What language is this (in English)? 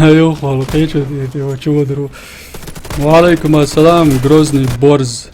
Chechen